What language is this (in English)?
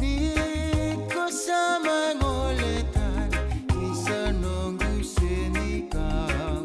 Fijian